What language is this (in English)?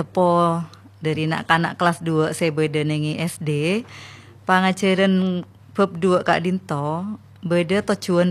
Madurese